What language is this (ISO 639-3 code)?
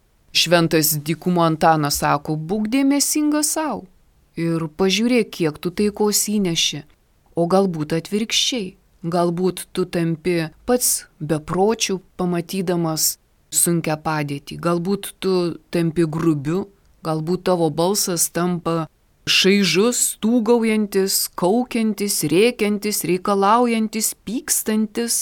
lit